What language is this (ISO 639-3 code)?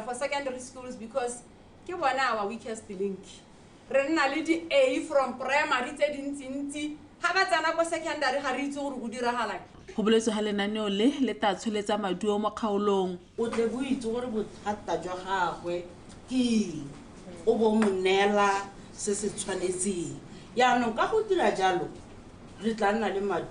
tsn